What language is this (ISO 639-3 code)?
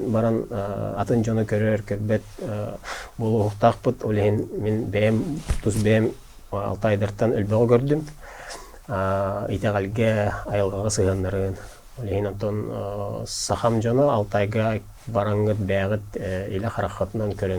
sah